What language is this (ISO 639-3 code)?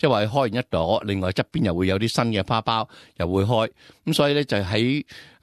yue